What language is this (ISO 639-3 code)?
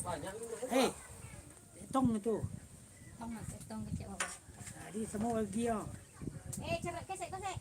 min